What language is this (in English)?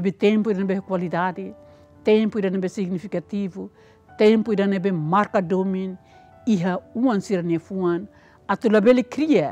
Tetum